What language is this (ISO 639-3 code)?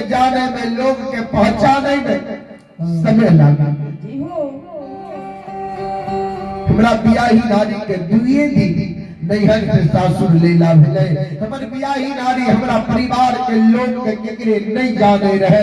mai